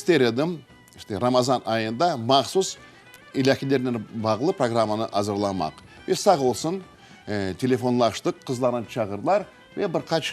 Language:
Crimean Tatar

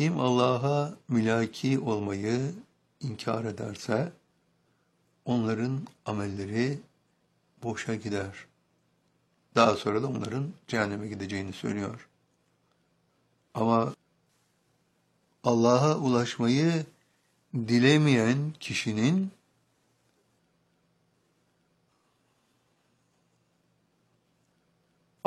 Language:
Turkish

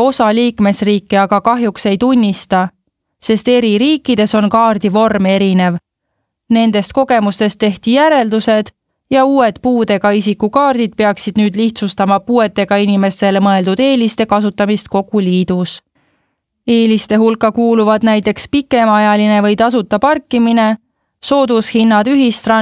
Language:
Estonian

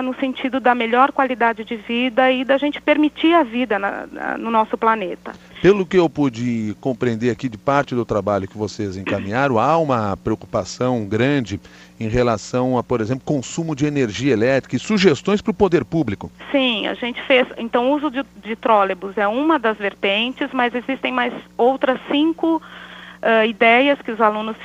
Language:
Portuguese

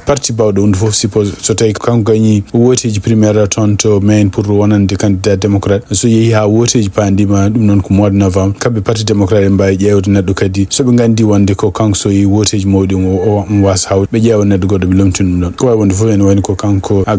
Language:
Fula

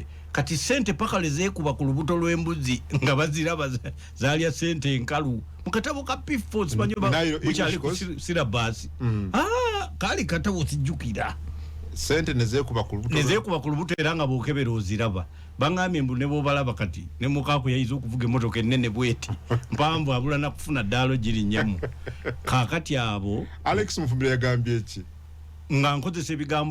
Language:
Ganda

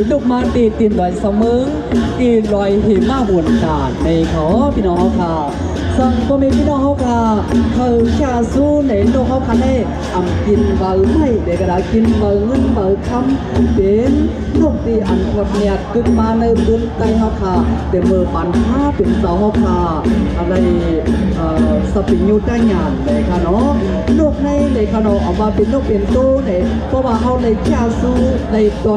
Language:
Shan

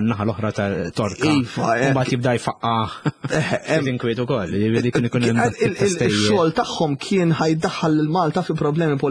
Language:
Maltese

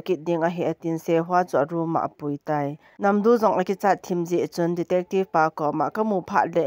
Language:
Thado Chin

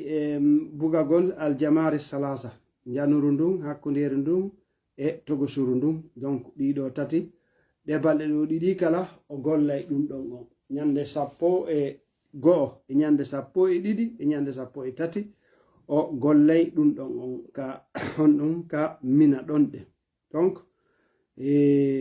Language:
Fula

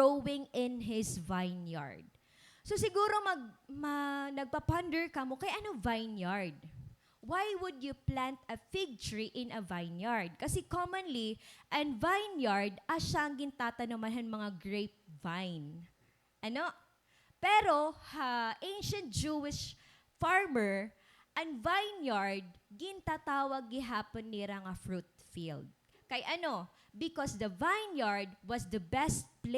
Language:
Waray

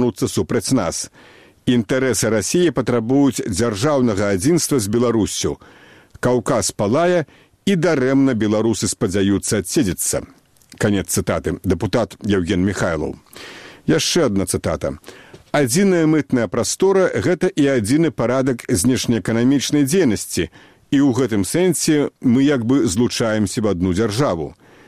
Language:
Belarusian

